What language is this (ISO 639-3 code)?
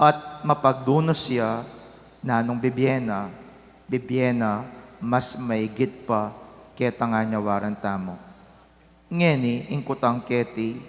pam